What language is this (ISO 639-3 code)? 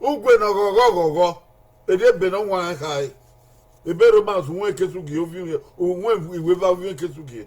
bin